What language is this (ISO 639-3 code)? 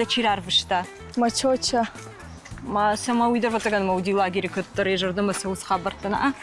oss